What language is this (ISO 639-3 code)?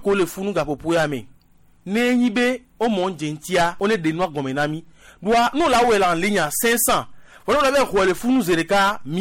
gej